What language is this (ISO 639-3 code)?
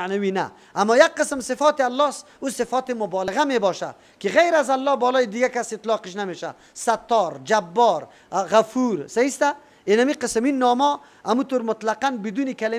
fas